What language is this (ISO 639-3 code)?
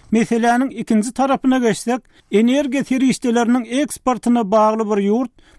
tuk